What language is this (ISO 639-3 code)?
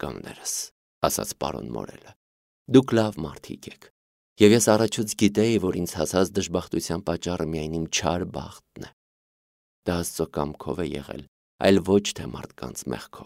hye